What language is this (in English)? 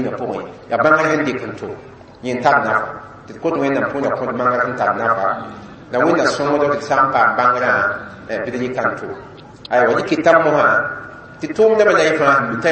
Mossi